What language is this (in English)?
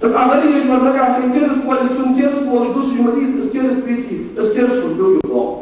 Ingush